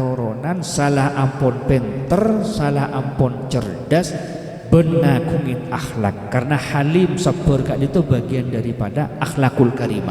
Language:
Madurese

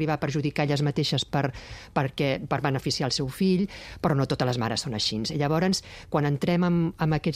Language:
Catalan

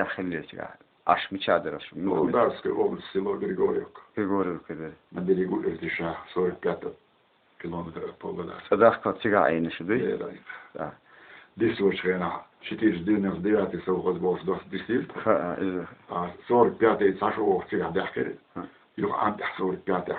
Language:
Chechen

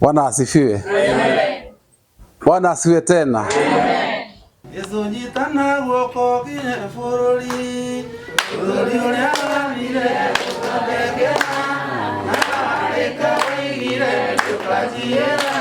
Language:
Kikuyu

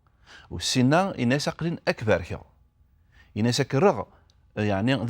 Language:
Kabyle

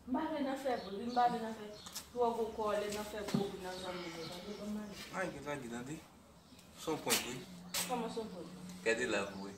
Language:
Haitian Creole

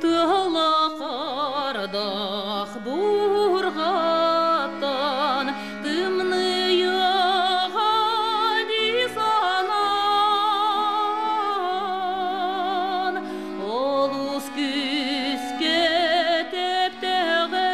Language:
Yakut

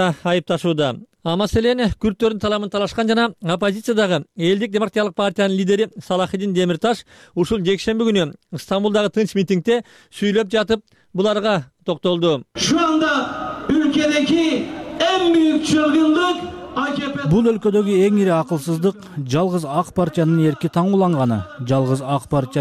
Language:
Kyrgyz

